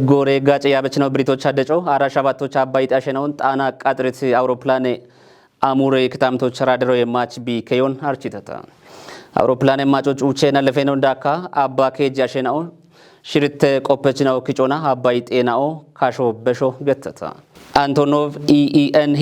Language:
Kafa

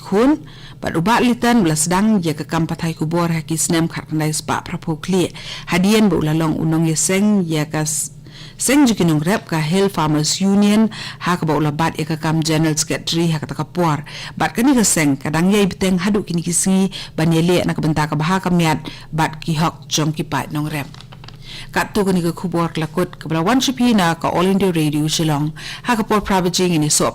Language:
Khasi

